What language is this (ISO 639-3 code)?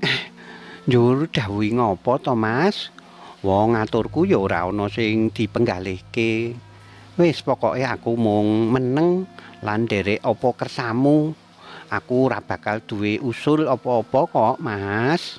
jav